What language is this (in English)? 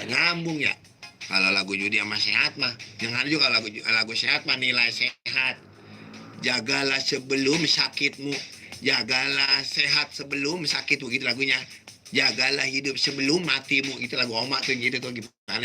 Betawi